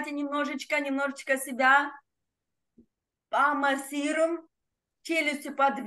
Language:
Russian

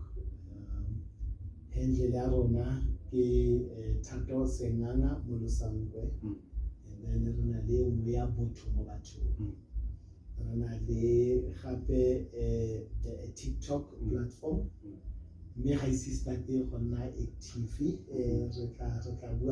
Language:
Tswana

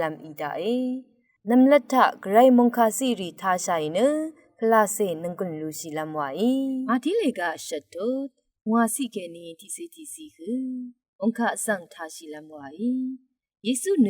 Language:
Rawang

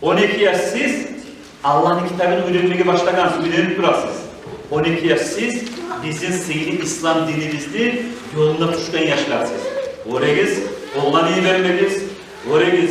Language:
Kumyk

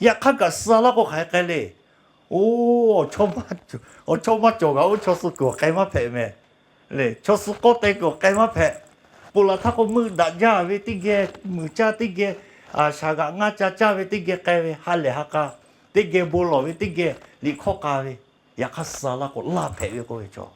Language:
Lahu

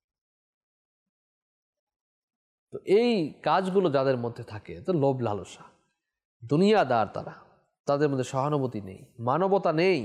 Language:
Bangla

